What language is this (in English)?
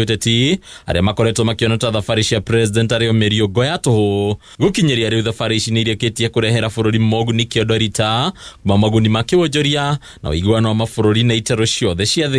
Kikuyu